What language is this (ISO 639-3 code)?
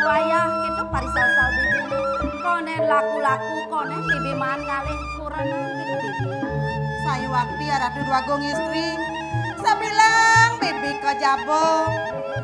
ban